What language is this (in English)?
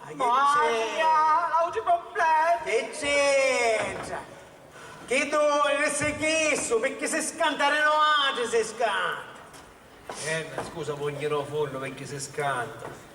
Sicilian